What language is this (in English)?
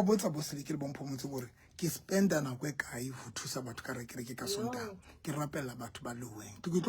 Southern Sotho